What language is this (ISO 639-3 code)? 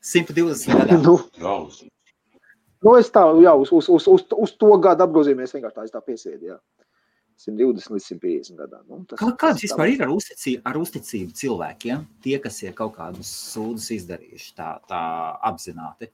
lav